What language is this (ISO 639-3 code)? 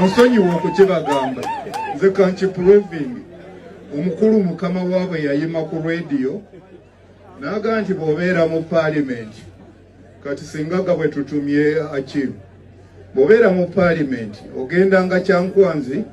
lug